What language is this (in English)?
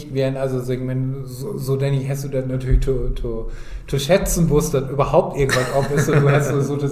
Low German